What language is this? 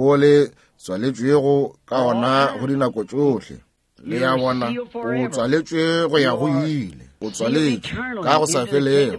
Northern Sotho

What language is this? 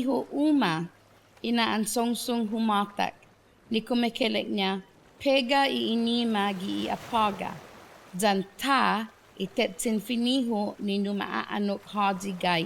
Chamorro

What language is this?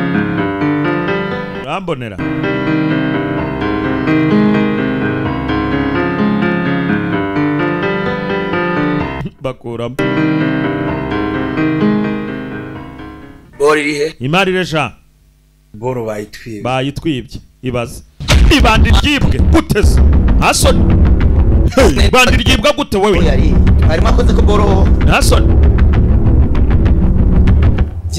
Kinyarwanda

